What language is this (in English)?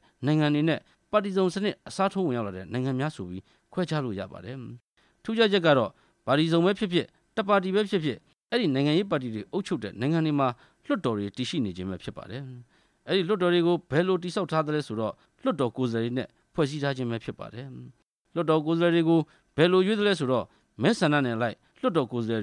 Burmese